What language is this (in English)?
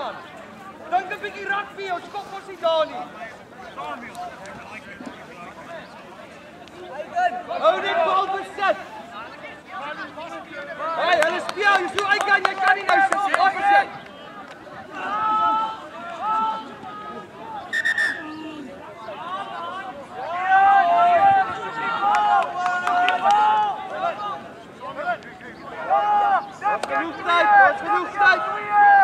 Afrikaans